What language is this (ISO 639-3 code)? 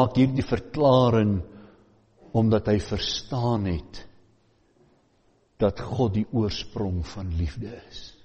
afr